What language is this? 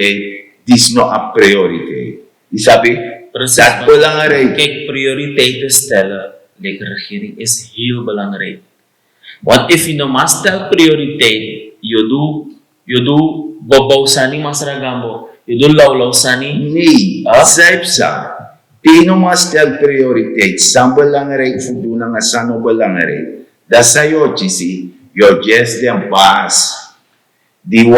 Sranan Tongo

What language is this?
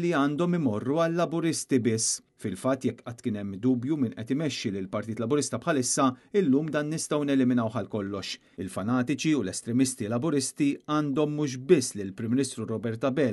Maltese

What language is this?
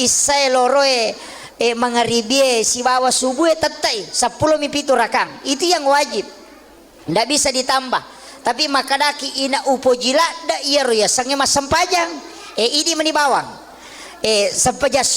Buginese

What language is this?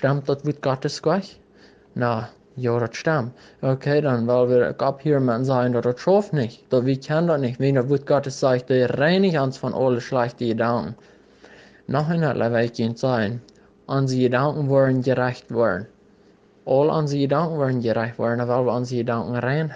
Plautdietsch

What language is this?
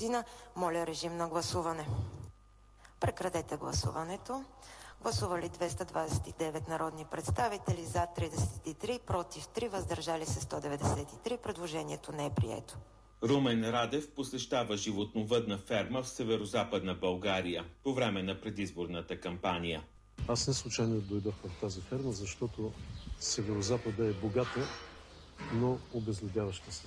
Bulgarian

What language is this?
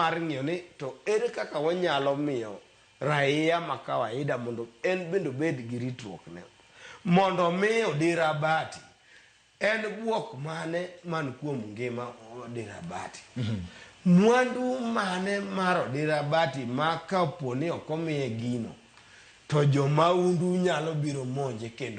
Luo (Kenya and Tanzania)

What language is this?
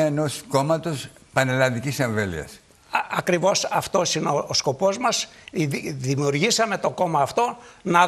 Greek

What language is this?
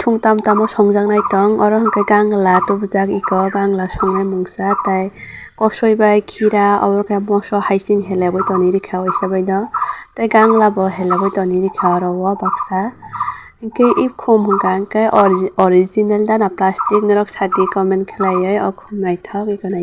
Kok Borok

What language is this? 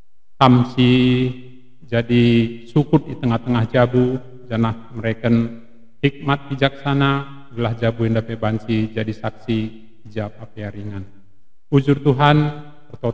Batak Karo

